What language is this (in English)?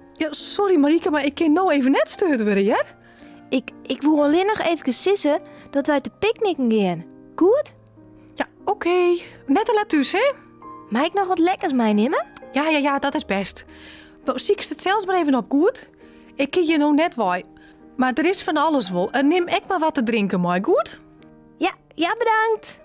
Western Frisian